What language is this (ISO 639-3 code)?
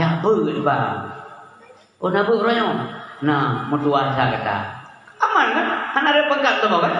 ace